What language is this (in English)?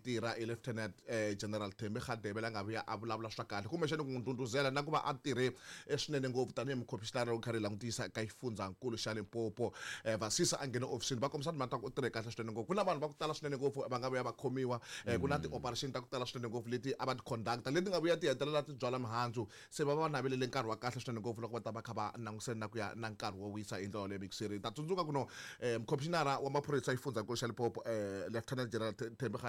Tsonga